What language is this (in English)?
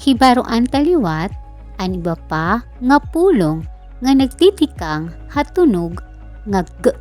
Waray